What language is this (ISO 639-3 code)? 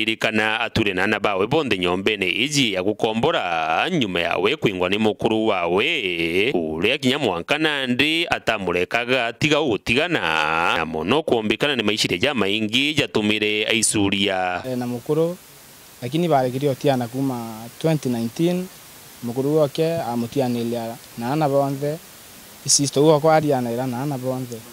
mer